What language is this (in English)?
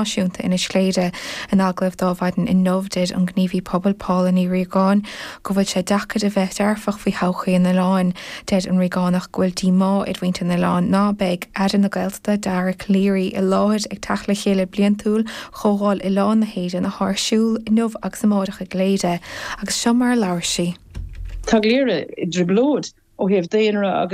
Irish